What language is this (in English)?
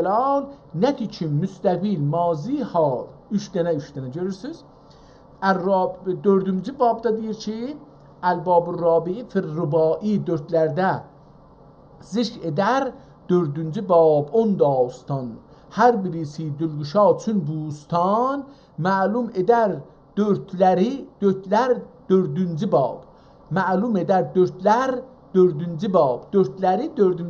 South Azerbaijani